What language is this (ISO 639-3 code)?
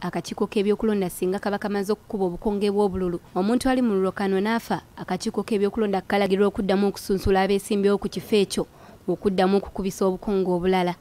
lug